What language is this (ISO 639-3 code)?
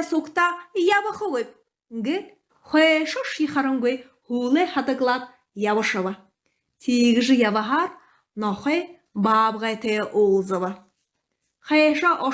bua